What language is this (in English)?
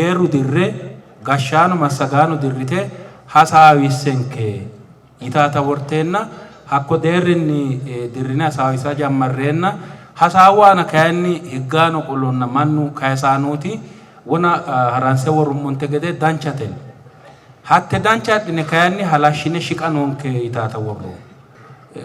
Sidamo